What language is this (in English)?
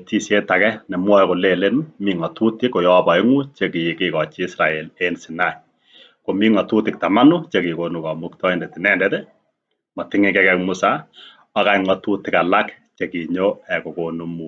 Kalenjin